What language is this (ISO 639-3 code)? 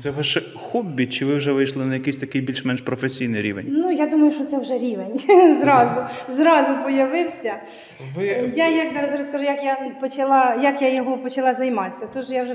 ukr